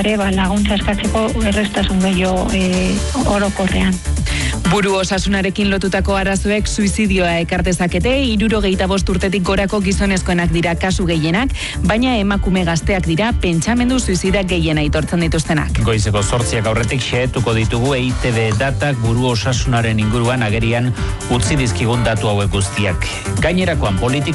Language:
Basque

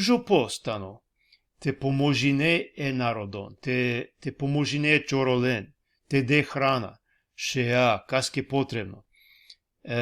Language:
Balkan Romani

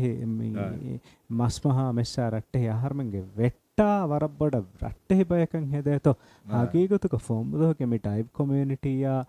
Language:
Divehi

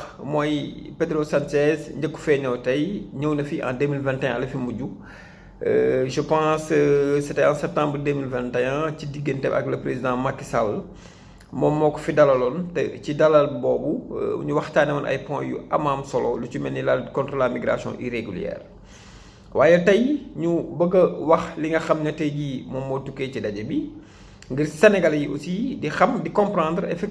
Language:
Wolof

